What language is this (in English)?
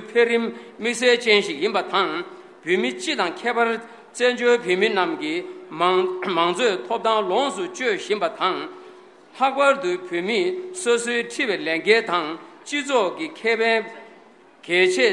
Tibetan